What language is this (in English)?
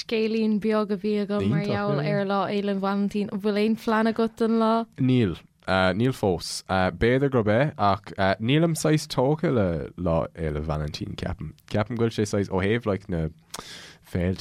Irish